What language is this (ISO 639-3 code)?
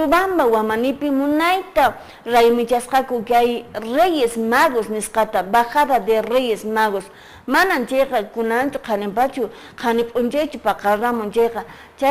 que